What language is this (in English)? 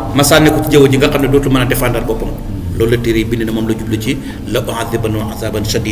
Wolof